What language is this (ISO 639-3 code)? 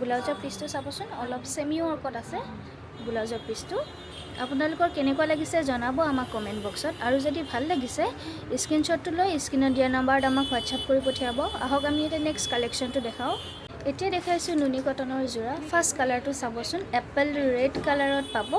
asm